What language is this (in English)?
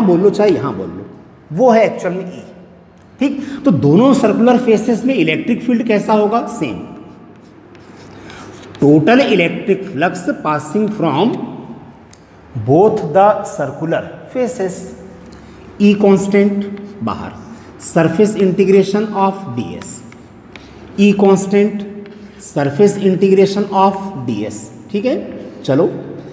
Hindi